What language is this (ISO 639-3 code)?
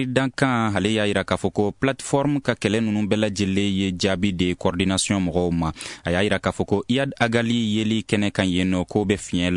bam